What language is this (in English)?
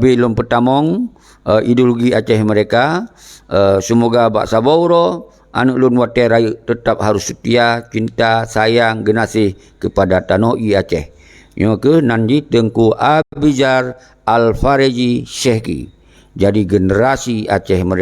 Achinese